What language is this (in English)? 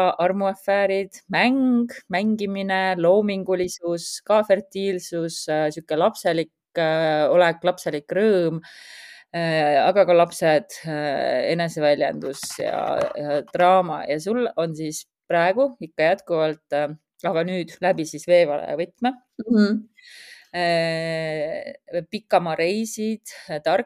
Estonian